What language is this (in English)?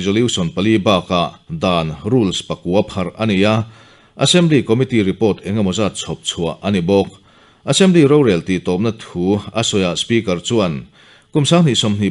Mizo